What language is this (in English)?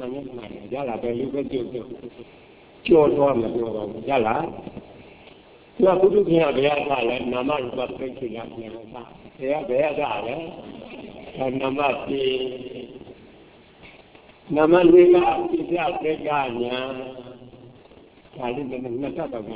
Burmese